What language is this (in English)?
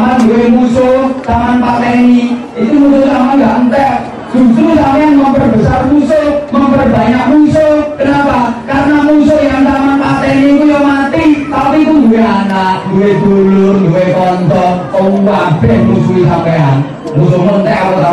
Javanese